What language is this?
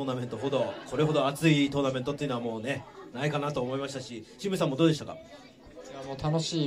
Japanese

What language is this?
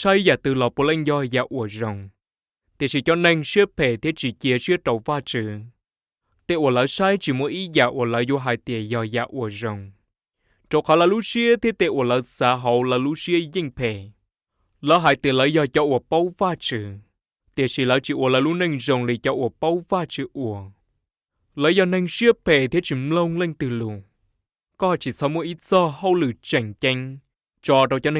Hmong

